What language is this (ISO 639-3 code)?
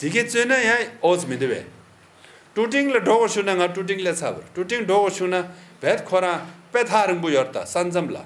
bod